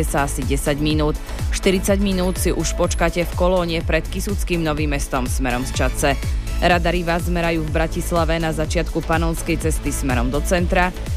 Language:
Slovak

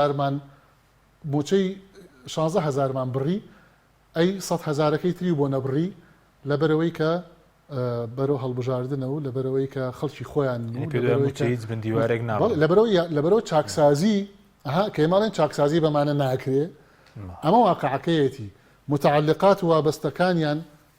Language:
Central Kurdish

